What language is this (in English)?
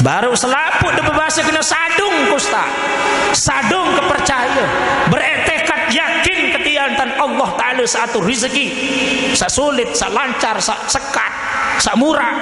Sasak